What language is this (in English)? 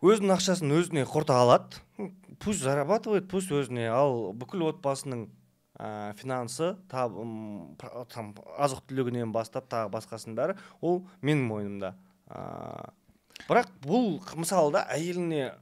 Kazakh